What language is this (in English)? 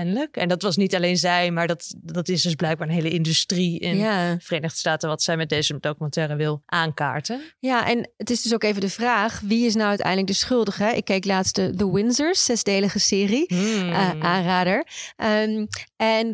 Dutch